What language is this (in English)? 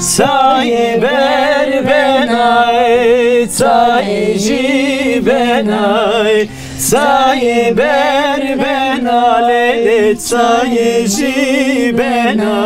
Zaza